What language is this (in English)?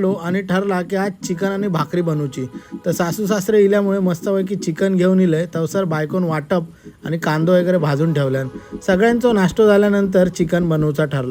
Konkani